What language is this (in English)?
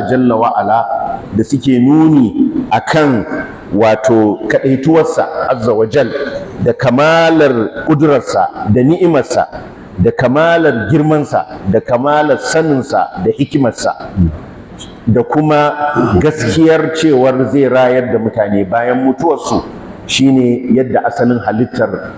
Hausa